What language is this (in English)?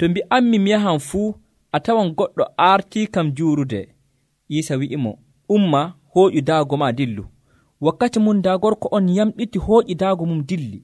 Nigerian Fulfulde